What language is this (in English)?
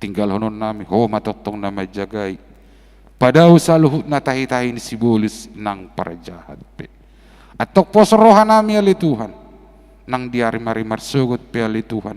Batak Toba